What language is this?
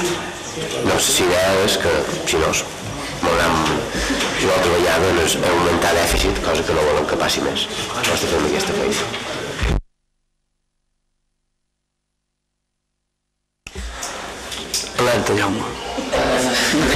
Catalan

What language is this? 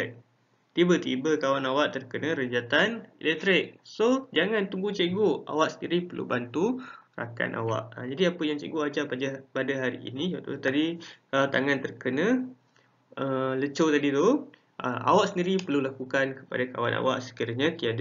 Malay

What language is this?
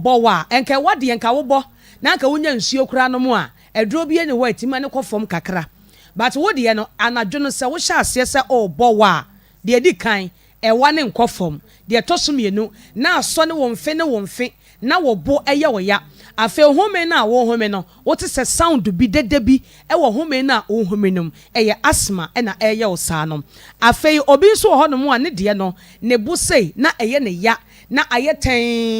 Akan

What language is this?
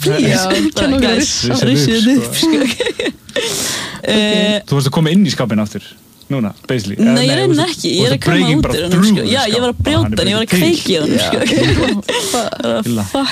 Icelandic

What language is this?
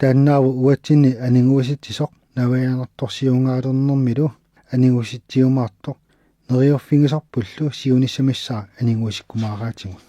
Kalaallisut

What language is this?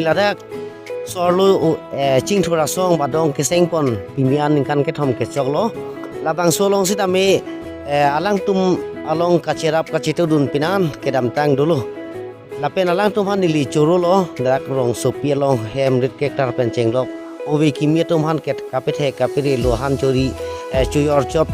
Karbi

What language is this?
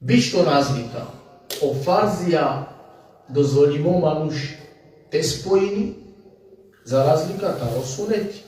Balkan Romani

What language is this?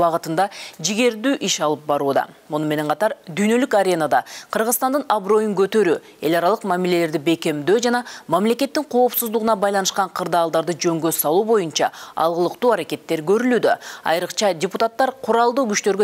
Kyrgyz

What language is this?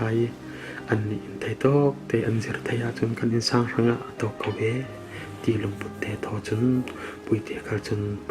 Falam Chin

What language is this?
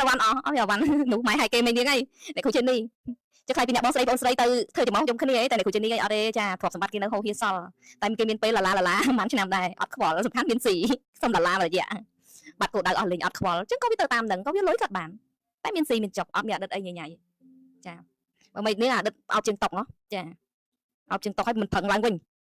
Khmer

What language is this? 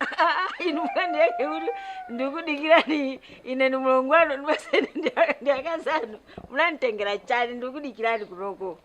Nyanja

